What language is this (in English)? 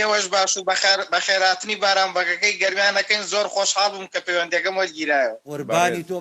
Central Kurdish